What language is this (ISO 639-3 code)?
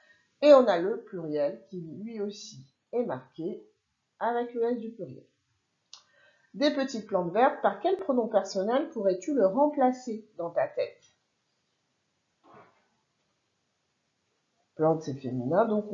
fra